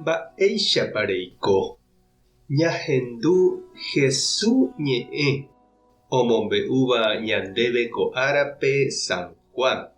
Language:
Guarani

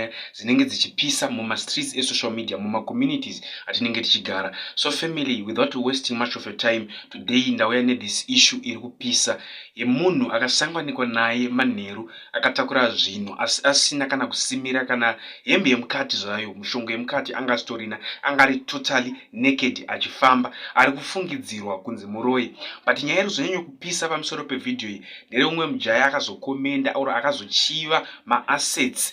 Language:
Shona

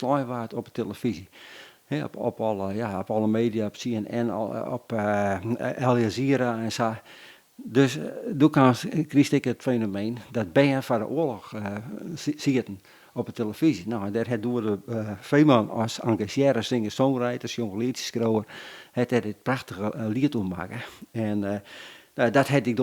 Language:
Western Frisian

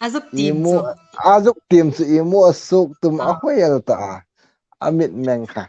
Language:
Hmar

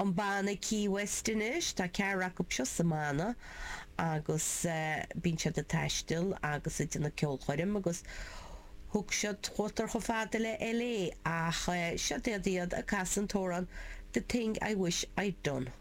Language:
Irish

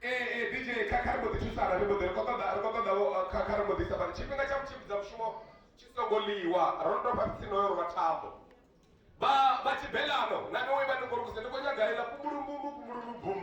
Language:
Venda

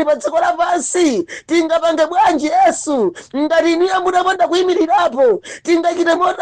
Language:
Nyanja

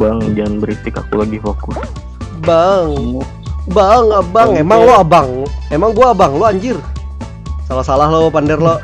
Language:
Banjar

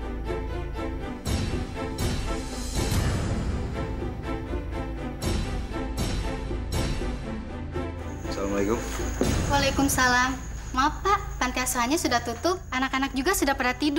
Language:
Indonesian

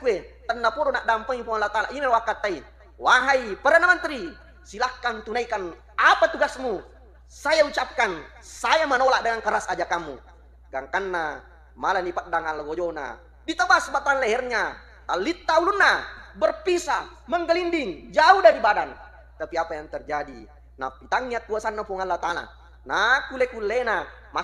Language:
Buginese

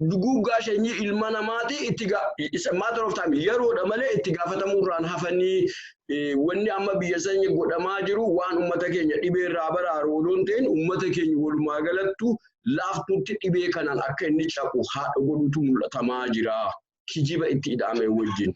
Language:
Oromo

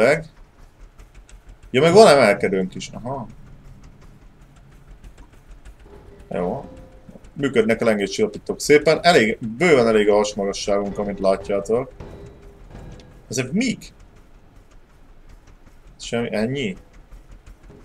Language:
Hungarian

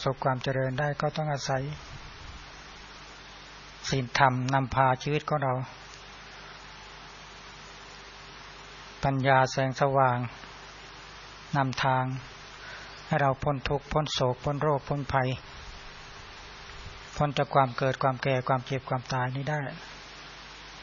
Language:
Thai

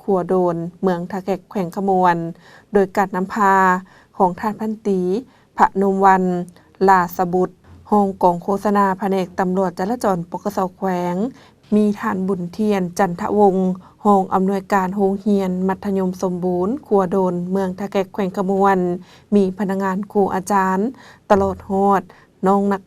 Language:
Lao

